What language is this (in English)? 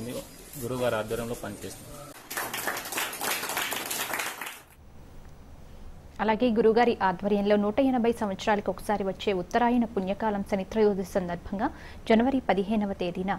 Telugu